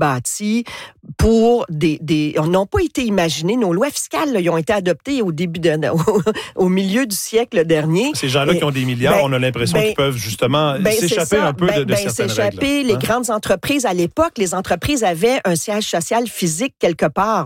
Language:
French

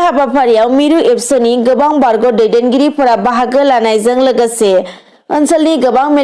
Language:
Bodo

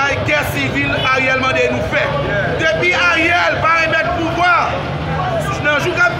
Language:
Haitian Creole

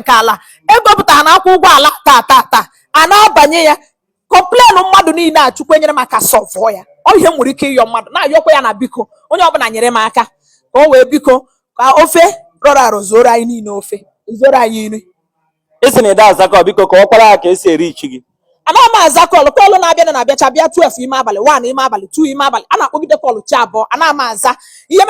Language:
Igbo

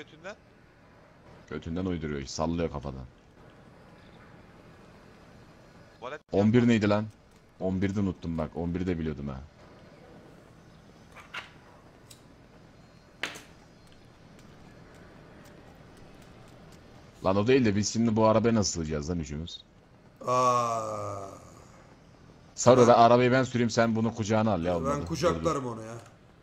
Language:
Turkish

